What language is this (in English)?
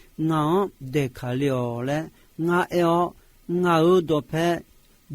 Akha